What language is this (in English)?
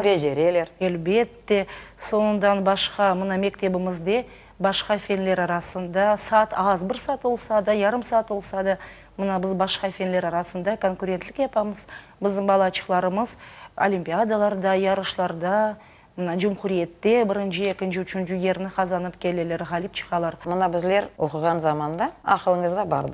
Crimean Tatar